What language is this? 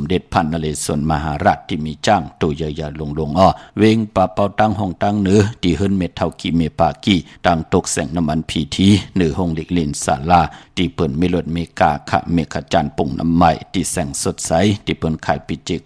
Shan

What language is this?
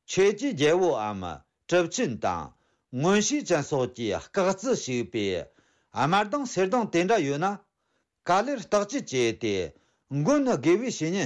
Tibetan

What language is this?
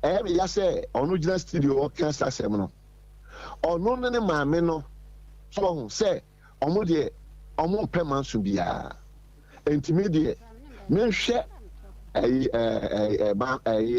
Akan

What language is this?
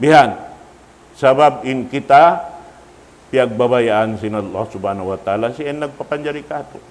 Tausug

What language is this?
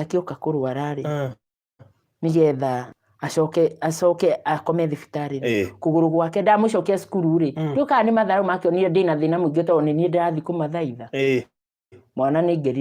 Kikuyu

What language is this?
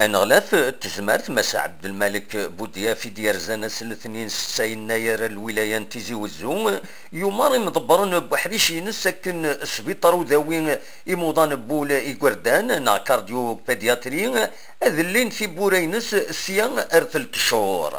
Kabyle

